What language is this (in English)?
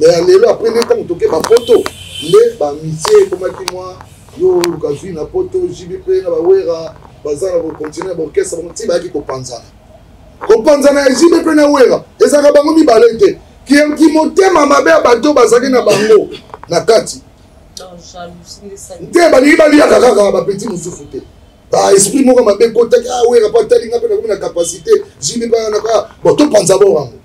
Lingala